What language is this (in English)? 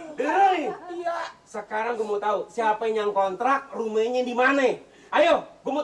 Betawi